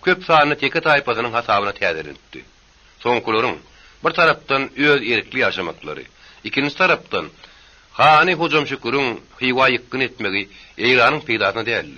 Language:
Turkmen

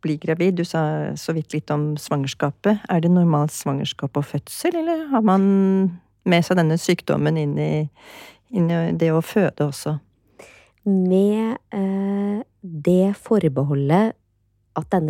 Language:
Norwegian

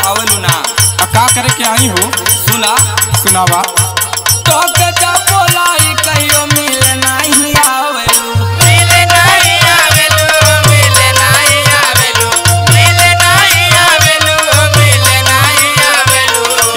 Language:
Bhojpuri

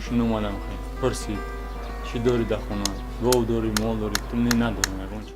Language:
Tajik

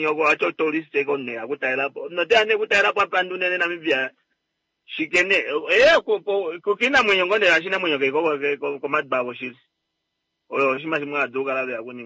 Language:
Kuanyama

